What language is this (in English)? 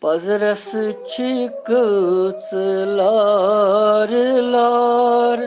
Kashmiri